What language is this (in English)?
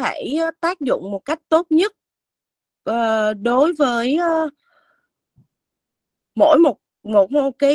Vietnamese